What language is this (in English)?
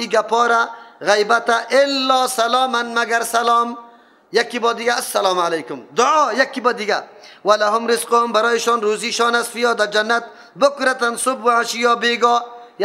Persian